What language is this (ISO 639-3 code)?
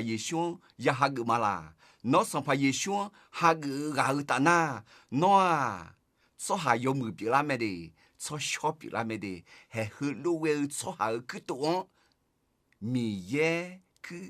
ahk